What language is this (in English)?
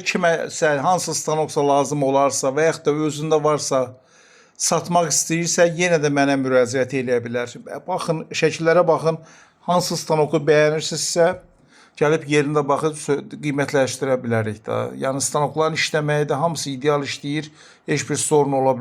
Azerbaijani